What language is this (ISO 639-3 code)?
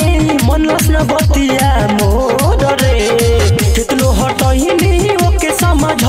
bho